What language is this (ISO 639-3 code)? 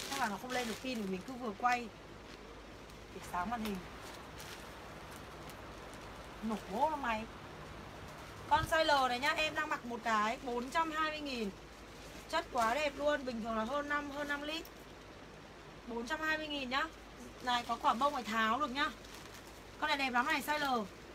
vie